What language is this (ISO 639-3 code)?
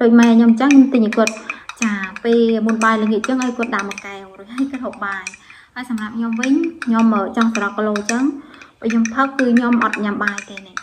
khm